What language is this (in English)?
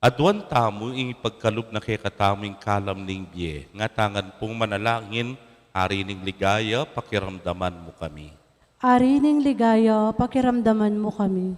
Pampanga